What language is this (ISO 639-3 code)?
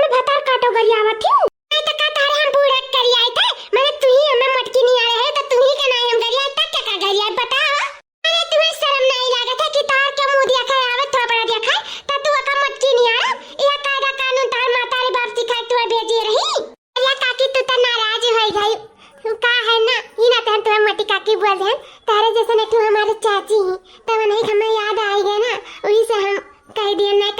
awa